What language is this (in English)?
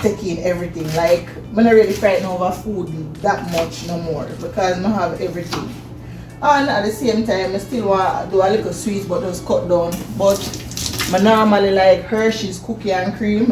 Jamaican Creole English